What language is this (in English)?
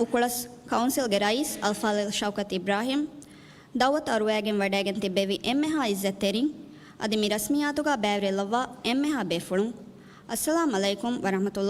Divehi